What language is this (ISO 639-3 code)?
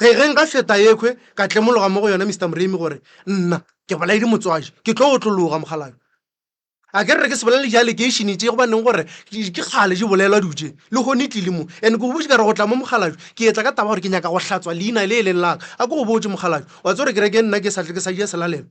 nso